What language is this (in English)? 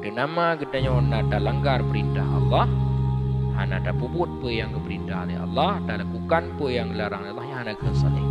Achinese